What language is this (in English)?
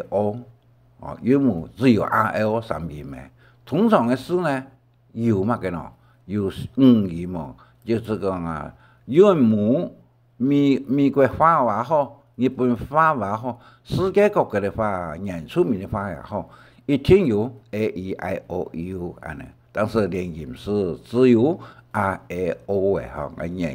Hakka Chinese